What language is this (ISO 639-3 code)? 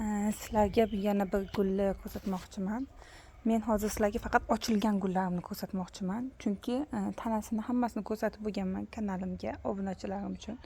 uzb